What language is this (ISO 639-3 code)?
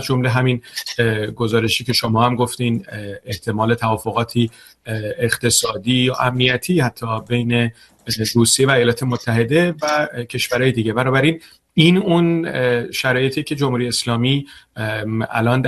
fas